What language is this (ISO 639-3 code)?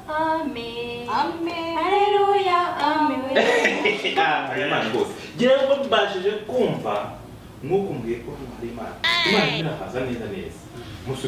kin